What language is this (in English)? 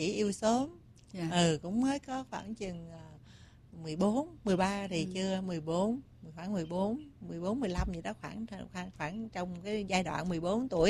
Vietnamese